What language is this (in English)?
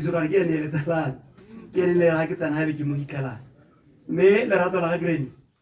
Tswana